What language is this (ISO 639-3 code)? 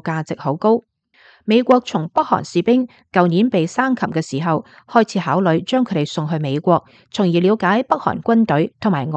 yue